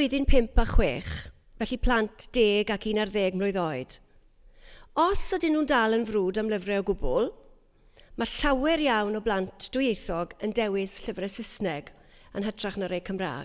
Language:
Welsh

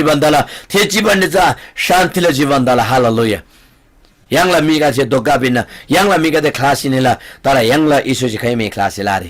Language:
Eastern Tamang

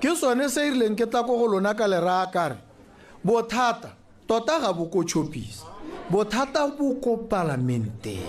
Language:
Tswana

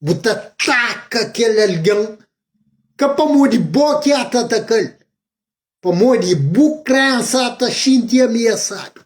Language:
Kabuverdianu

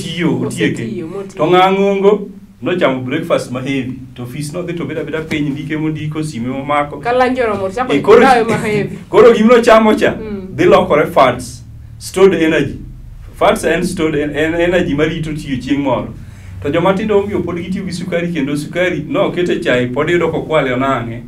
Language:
Luo (Kenya and Tanzania)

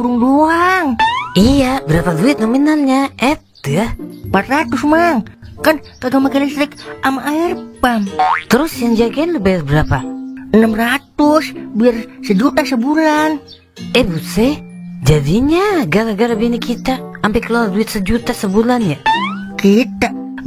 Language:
Betawi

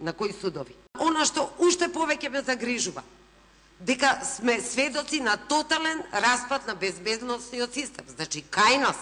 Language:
Macedonian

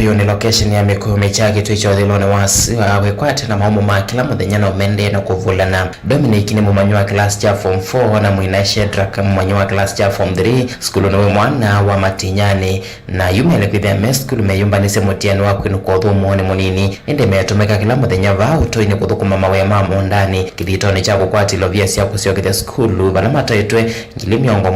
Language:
Kamba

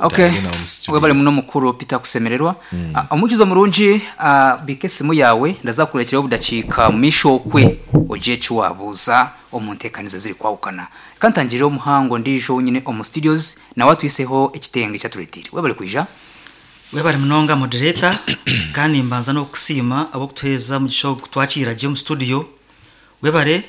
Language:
Nyankole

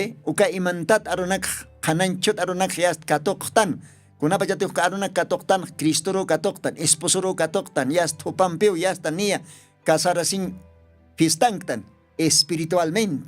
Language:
Aymara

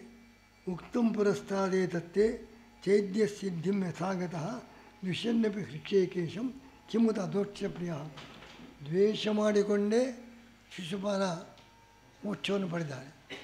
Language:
Kannada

